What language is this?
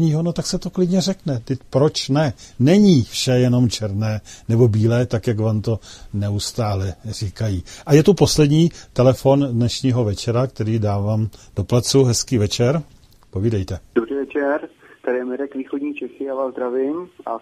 Czech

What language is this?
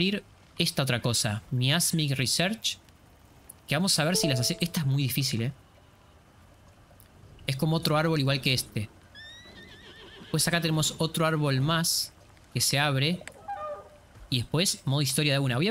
Spanish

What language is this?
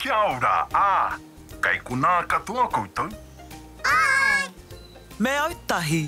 Māori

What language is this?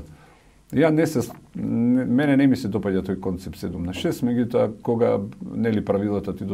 Macedonian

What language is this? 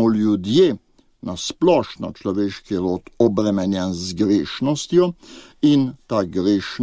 Slovenian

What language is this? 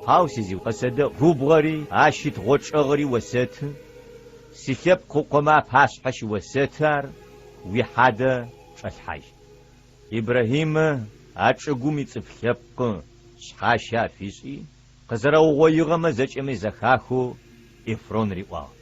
Adyghe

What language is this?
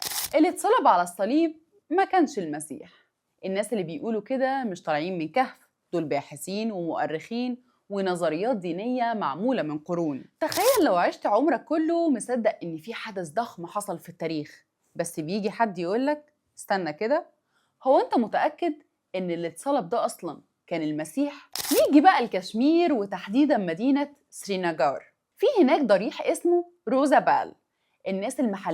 Egyptian Arabic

